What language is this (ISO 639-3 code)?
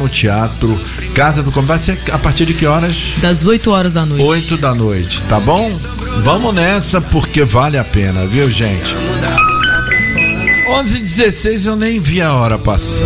por